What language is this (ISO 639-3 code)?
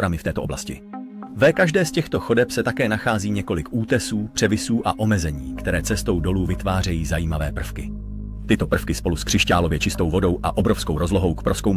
ces